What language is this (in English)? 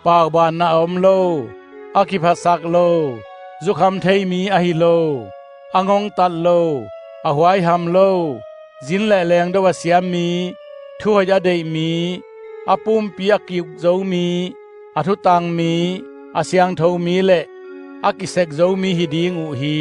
Hakha Chin